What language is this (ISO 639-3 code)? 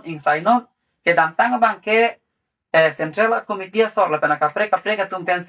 mjw